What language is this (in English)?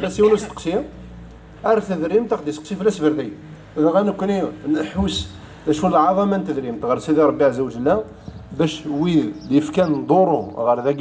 Kabyle